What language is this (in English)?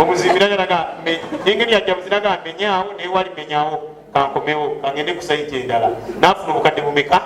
Ganda